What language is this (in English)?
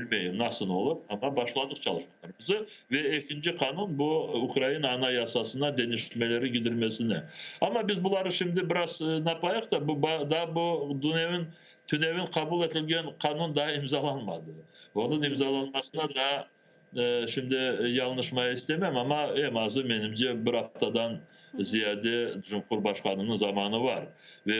Crimean Tatar